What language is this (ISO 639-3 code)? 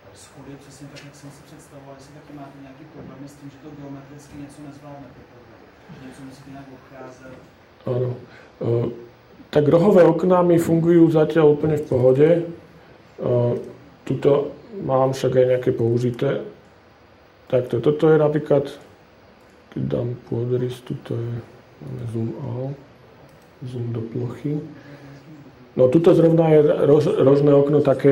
slk